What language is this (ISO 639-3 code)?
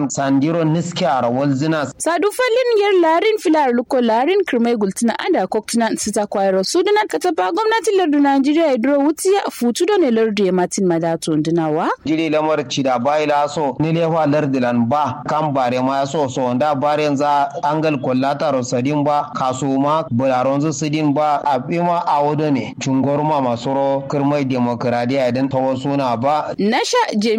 kau